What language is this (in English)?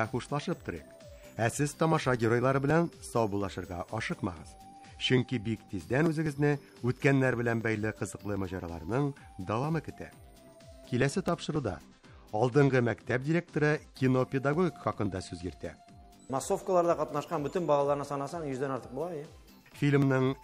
Tatar